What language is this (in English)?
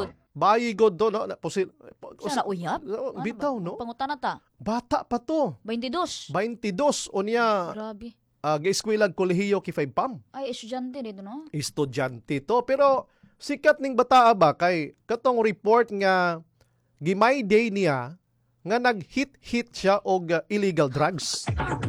Cebuano